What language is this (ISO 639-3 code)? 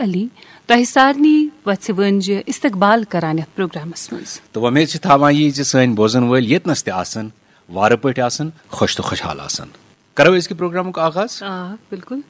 kas